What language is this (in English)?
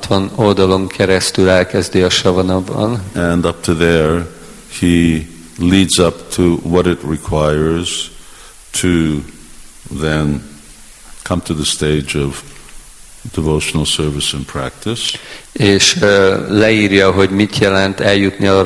Hungarian